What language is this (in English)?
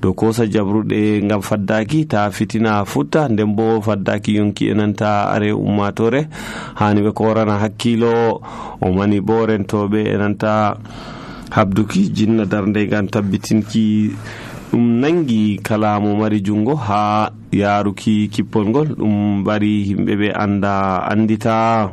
Nigerian Fulfulde